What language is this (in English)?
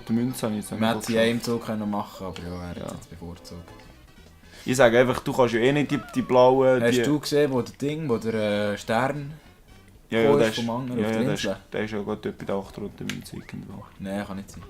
Swiss German